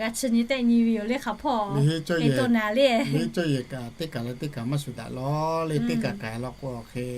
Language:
Lahu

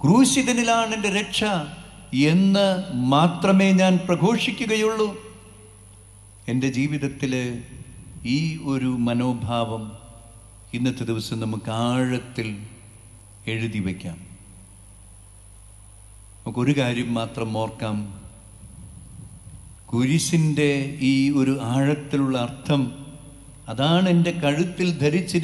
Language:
Malayalam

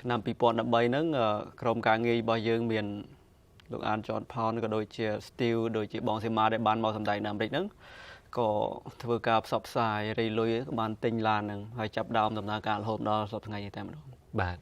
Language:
Khmer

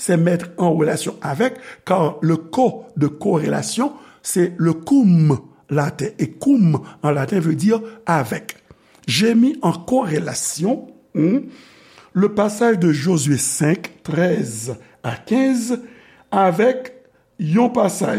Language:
Haitian Creole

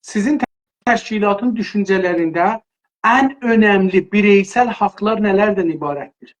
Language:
South Azerbaijani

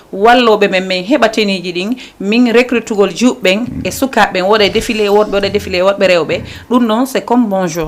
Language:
Fula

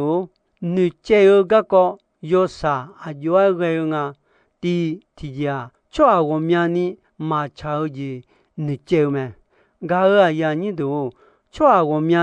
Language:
Akha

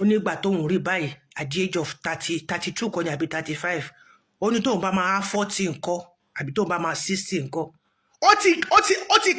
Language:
Yoruba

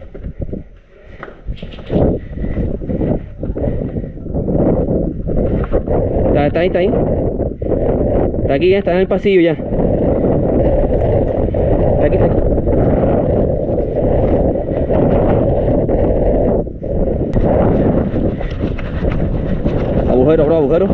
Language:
Spanish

